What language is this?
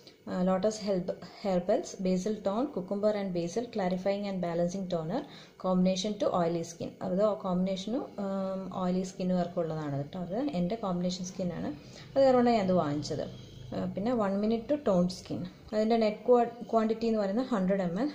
Malayalam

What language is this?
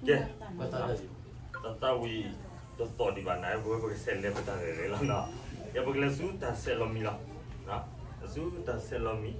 S'gaw Karen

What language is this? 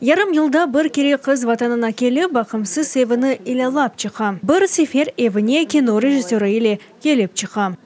Crimean Tatar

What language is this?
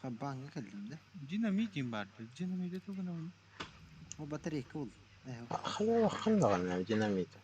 Yakut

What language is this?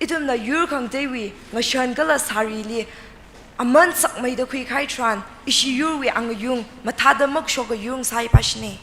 Tangkhul Naga (India)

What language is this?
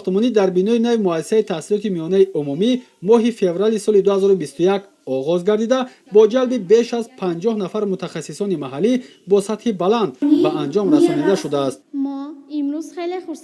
Tajik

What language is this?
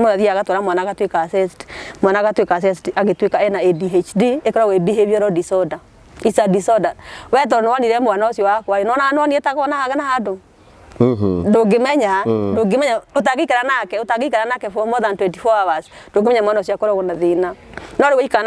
Kikuyu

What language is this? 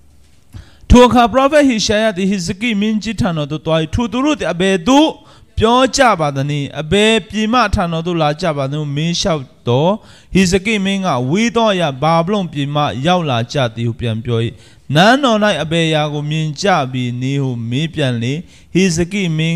Burmese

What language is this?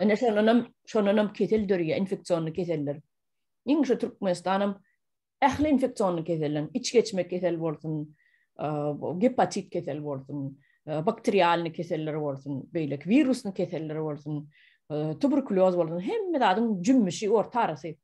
Turkmen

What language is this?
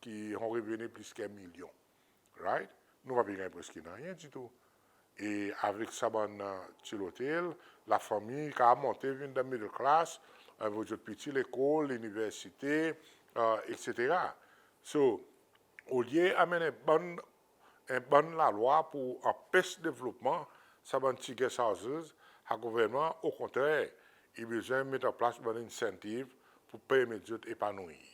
Seselwa Creole French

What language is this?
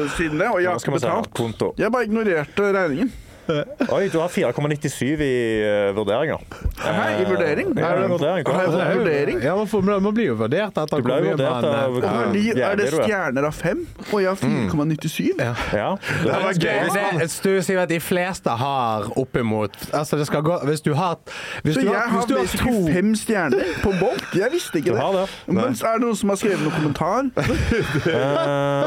Norwegian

